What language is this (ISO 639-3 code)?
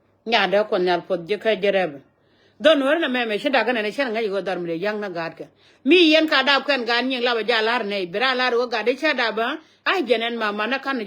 nus